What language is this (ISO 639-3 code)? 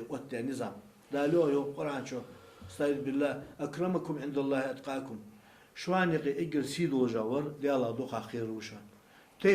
inh